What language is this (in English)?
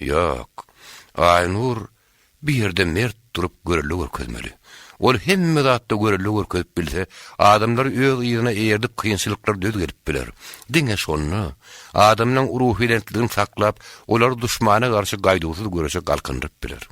Turkmen